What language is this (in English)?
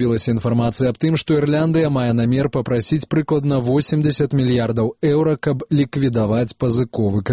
Belarusian